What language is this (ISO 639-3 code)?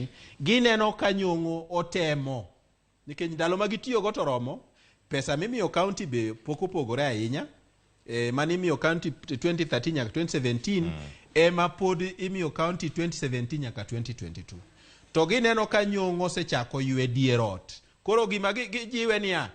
luo